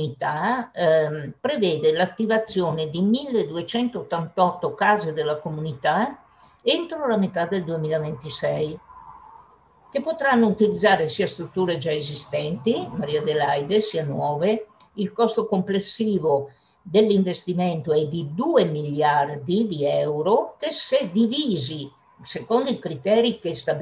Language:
Italian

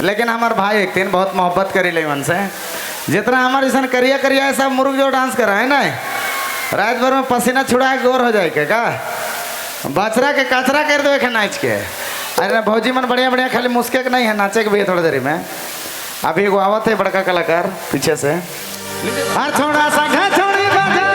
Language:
Sadri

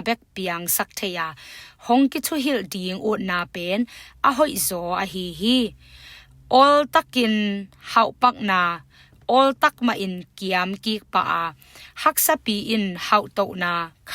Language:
Tedim Chin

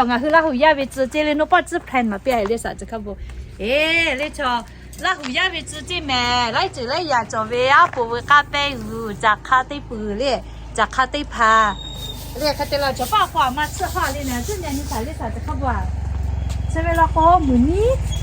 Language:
Lahu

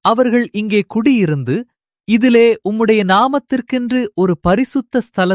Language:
Tamil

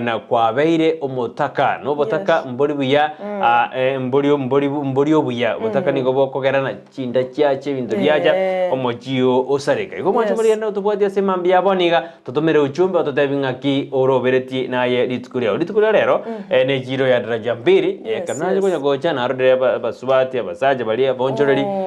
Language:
Gusii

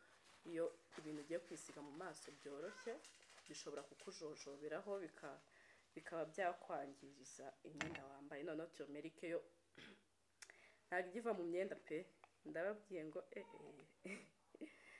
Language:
Kinyarwanda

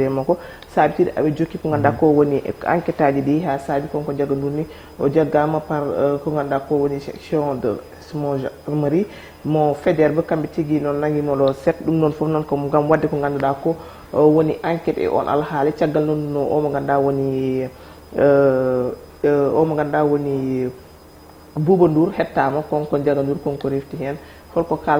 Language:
Fula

